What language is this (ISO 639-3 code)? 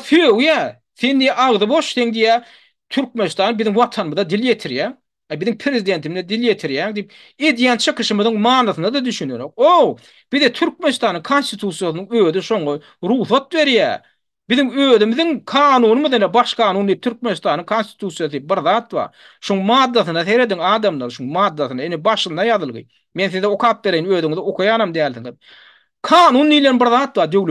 tuk